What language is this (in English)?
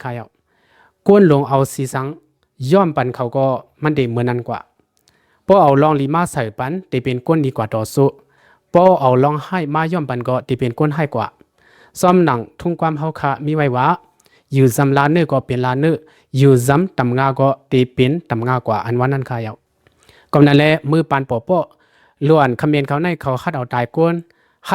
Lao